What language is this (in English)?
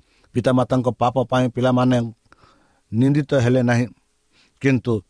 Odia